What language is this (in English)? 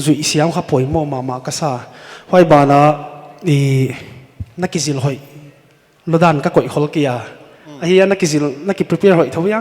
Paite Chin